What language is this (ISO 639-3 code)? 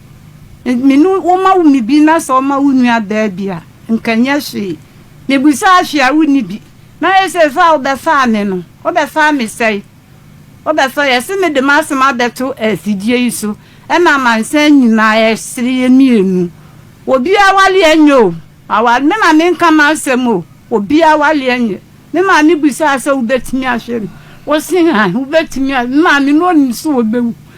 aka